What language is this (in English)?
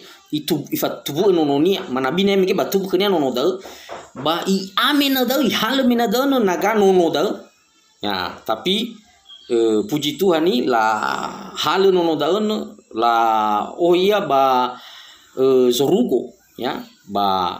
Nias